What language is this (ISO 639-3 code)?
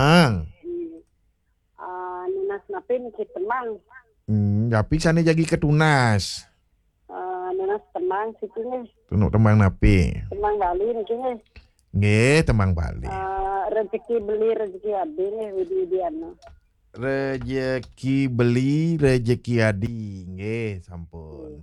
ban